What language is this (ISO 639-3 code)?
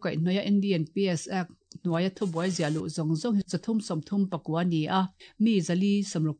lus